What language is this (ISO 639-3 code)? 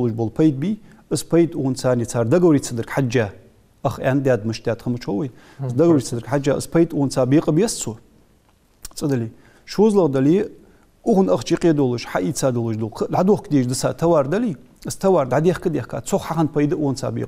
inh